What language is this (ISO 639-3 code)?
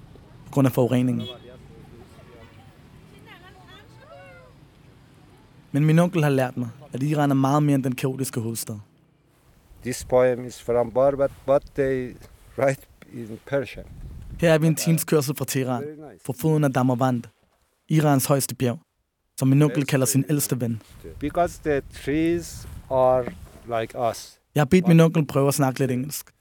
dan